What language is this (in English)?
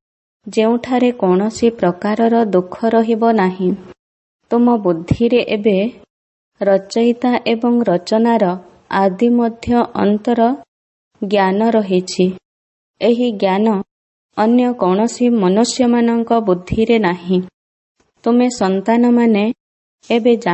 Odia